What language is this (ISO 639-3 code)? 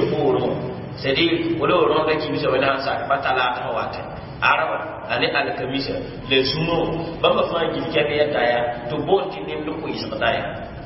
mos